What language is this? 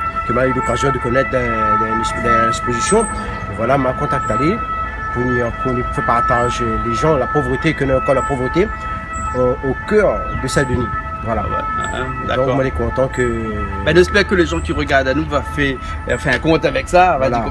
Réunion Creole French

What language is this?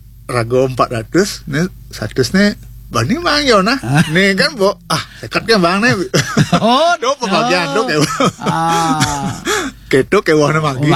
Balinese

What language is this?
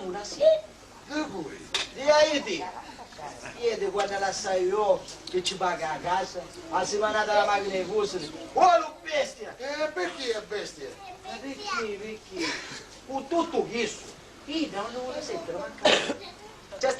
Sicilian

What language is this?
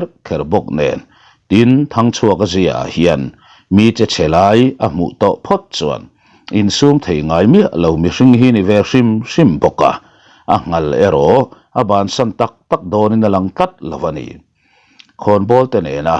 Mizo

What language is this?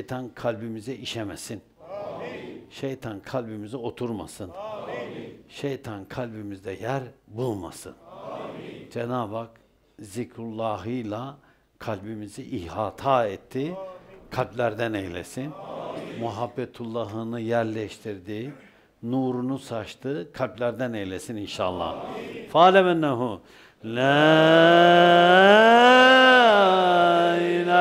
Turkish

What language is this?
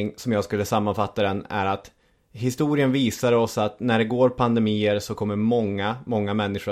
Swedish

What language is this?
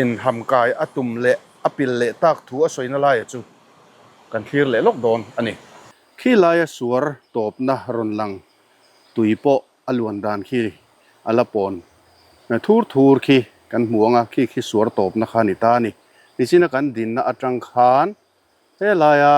Mizo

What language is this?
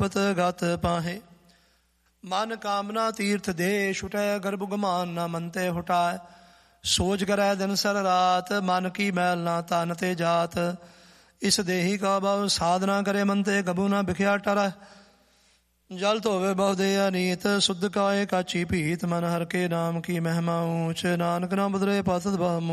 Punjabi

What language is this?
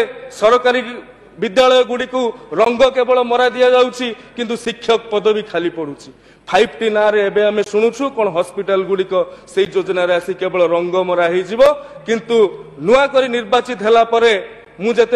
Odia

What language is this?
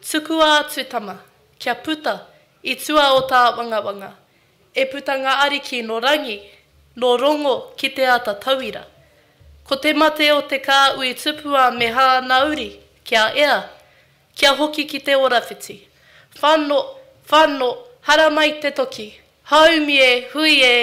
Māori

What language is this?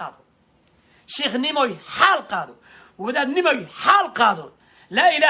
Somali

